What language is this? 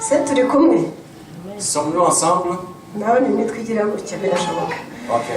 Kinyarwanda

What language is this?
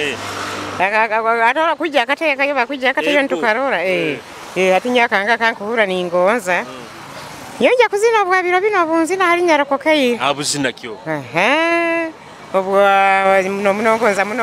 Nyoro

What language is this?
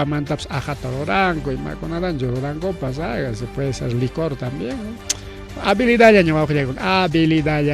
Ayacucho Quechua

